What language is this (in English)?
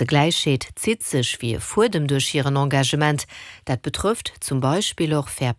Luxembourgish